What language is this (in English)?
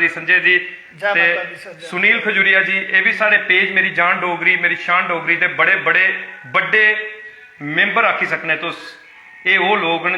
Dogri